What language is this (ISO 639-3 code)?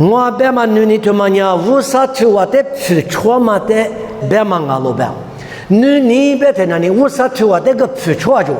lis